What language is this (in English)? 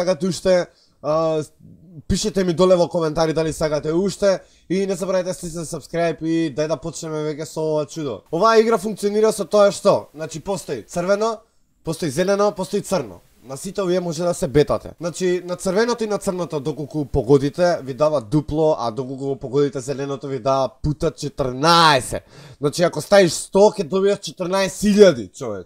Macedonian